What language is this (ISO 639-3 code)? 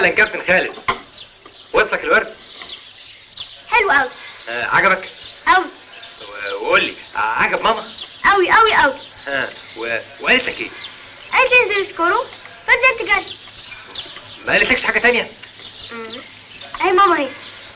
arz